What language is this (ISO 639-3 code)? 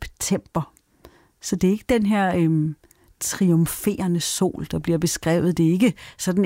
dan